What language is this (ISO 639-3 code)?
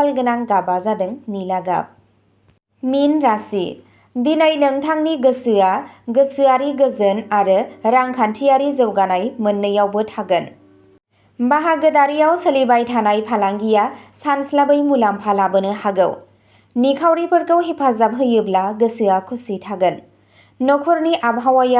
brx